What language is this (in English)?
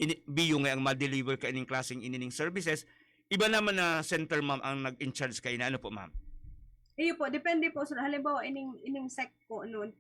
Bikol